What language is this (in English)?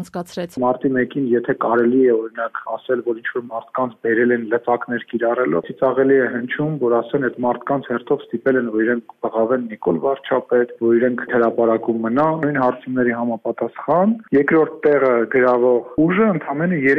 Armenian